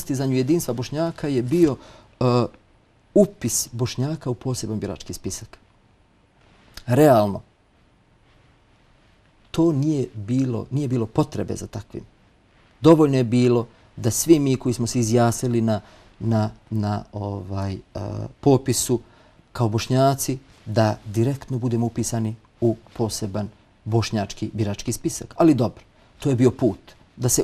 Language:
Bosnian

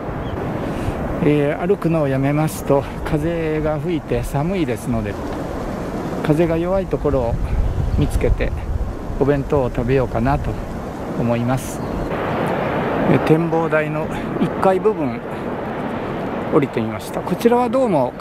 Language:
Japanese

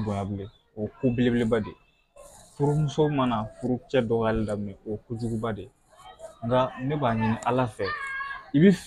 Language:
Bambara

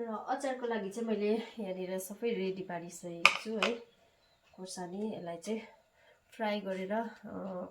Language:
Nepali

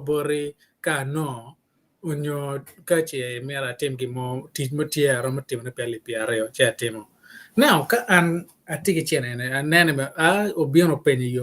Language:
Acoli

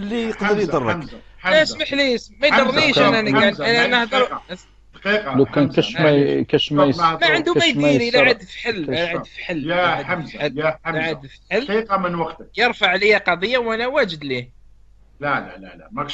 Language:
Algerian Arabic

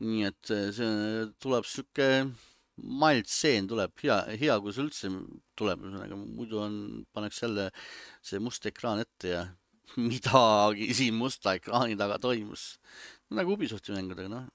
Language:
Estonian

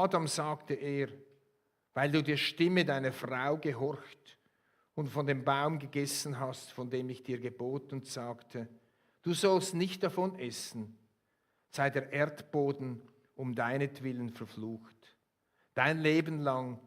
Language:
Swiss German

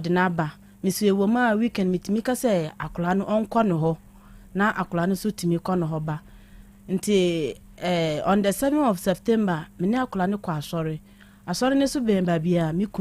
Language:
Akan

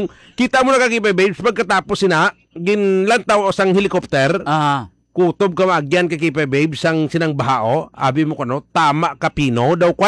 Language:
Hiligaynon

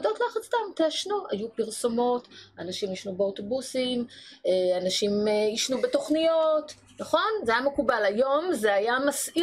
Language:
Hebrew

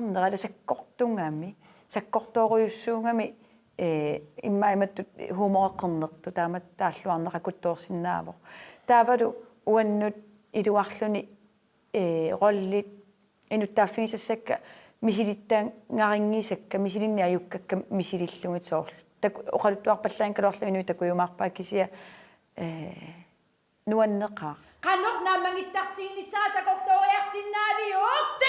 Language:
Kalaallisut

